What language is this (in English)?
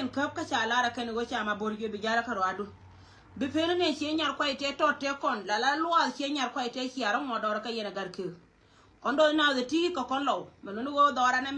Nuer